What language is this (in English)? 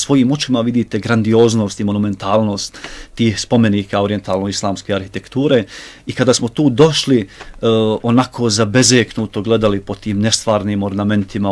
Bosnian